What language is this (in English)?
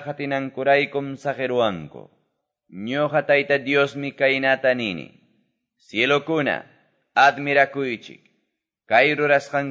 Quechua